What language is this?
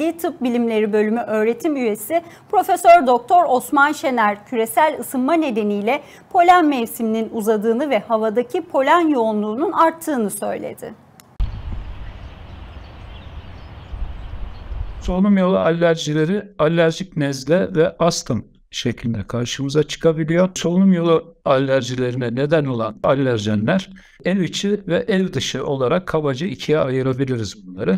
Turkish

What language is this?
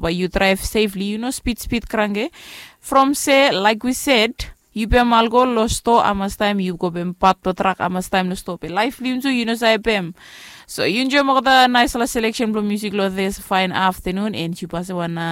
Bislama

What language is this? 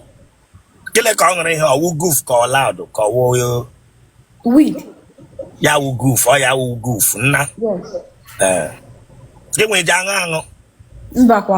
Igbo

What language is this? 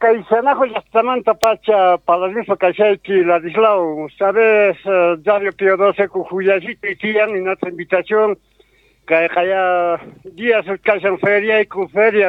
Quechua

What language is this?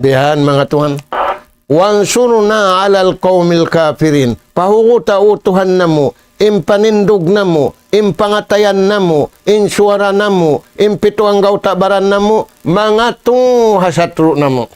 Tausug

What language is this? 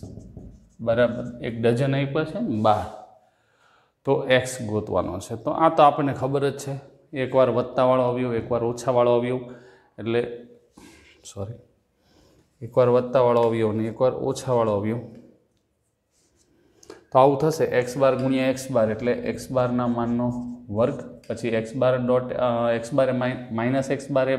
Gujarati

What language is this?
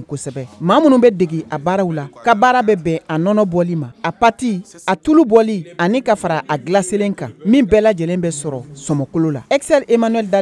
Bambara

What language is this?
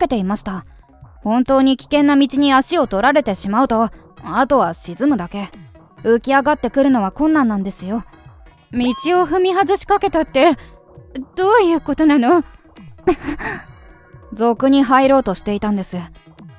Japanese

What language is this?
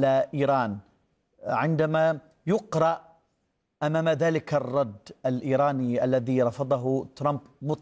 Arabic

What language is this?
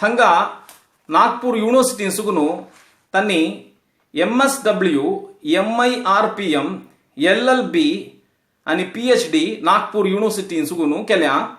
Konkani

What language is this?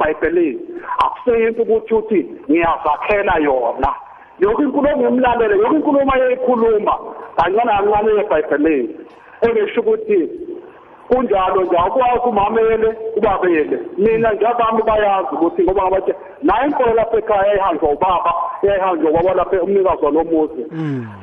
South Ndebele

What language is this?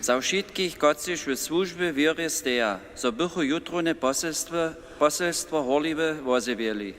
Upper Sorbian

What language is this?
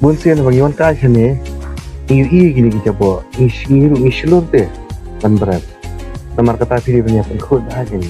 Khasi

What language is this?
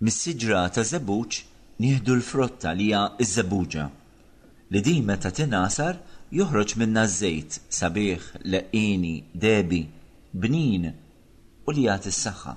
Maltese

